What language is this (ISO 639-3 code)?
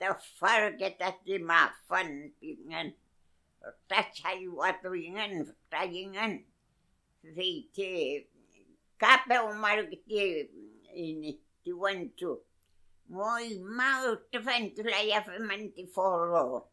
arn